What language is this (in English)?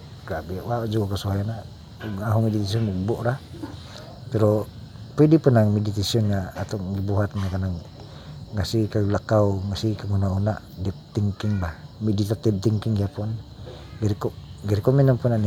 Cebuano